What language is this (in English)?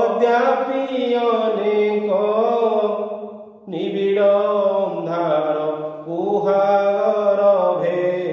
Odia